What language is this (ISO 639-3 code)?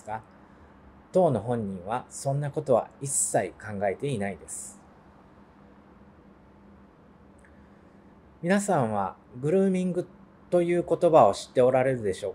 jpn